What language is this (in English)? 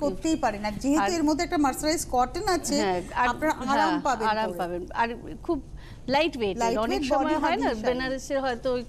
Bangla